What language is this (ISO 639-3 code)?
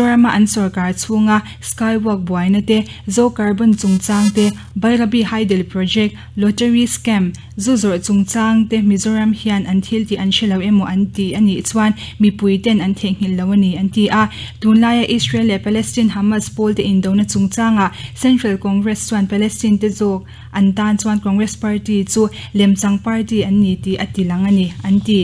lus